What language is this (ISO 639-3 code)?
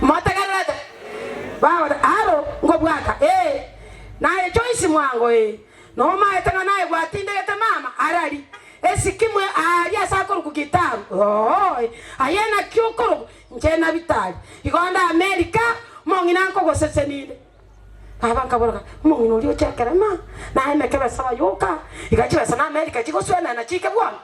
guz